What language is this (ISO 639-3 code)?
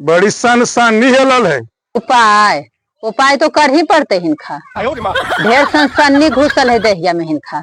mag